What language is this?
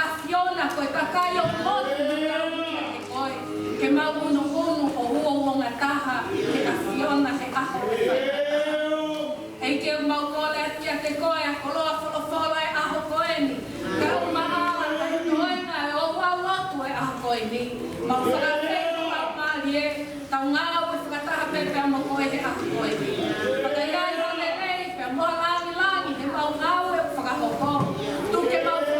Tongan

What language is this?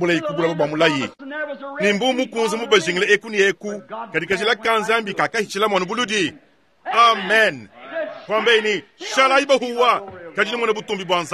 Luba-Lulua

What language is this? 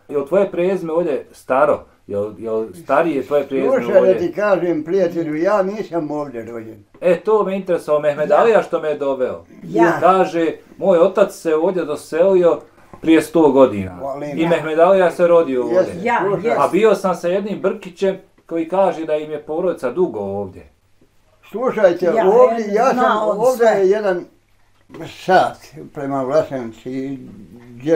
Bosnian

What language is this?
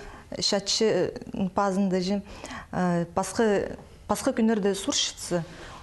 Khakas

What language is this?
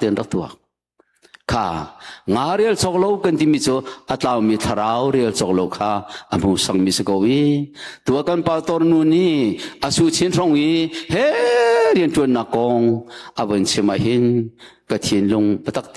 Hakha Chin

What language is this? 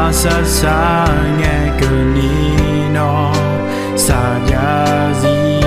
Akha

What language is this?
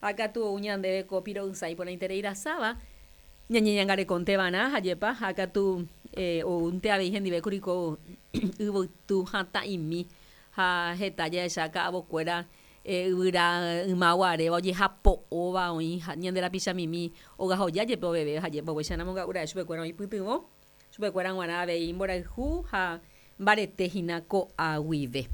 Guarani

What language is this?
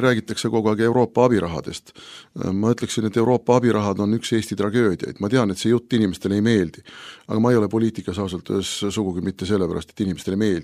Estonian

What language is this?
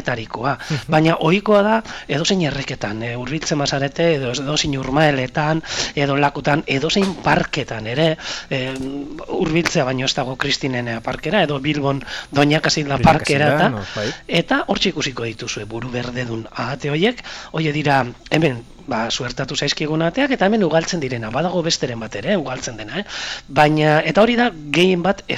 Basque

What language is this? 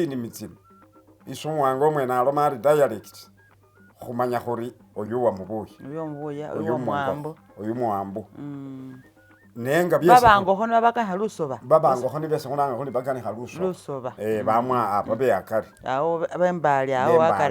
Masaaba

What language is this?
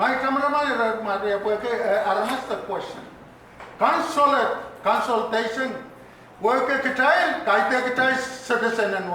Pohnpeian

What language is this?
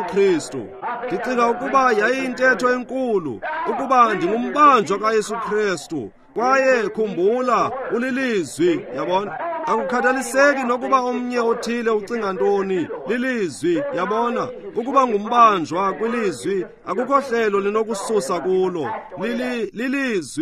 Xhosa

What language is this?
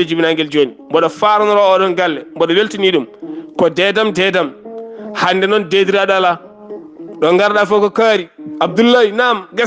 Fula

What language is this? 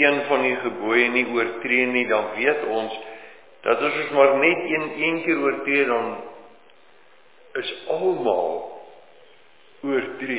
Afrikaans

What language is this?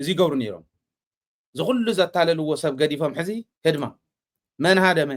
Tigrinya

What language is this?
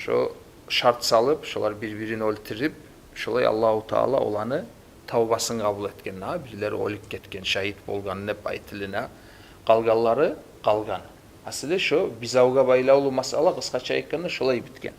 Kumyk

